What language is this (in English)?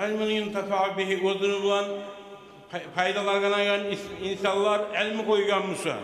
Kumyk